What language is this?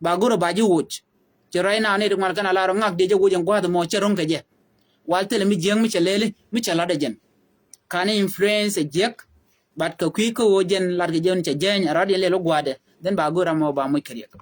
Nuer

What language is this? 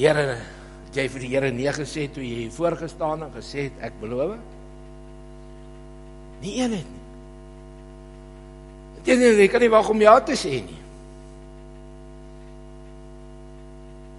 Afrikaans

